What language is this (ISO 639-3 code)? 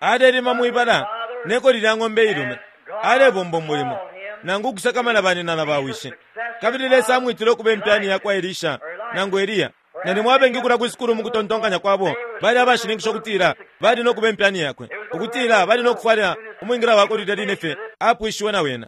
bem